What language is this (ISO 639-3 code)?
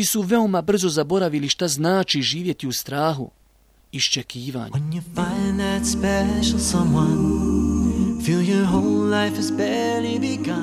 bos